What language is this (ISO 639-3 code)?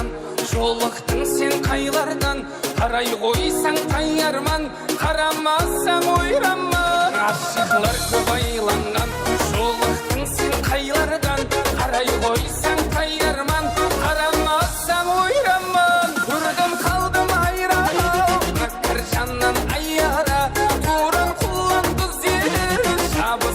kaa